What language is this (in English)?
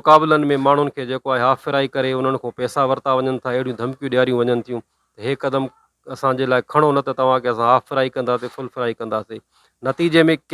Sindhi